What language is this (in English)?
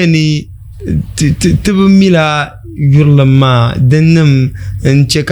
Dagbani